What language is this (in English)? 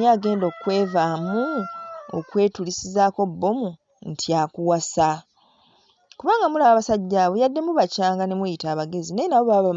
Ganda